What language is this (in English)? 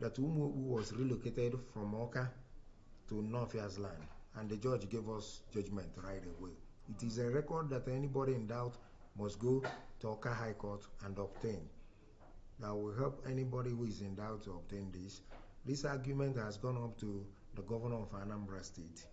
Igbo